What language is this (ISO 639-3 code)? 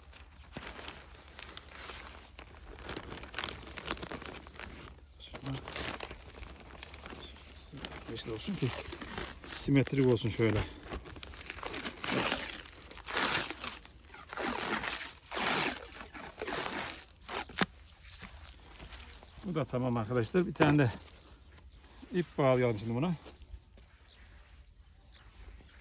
tur